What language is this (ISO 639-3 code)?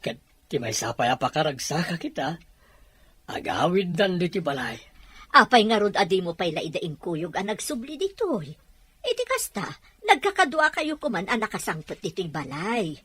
ilo